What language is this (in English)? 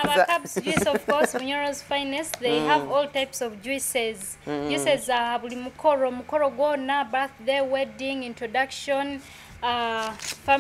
Nyoro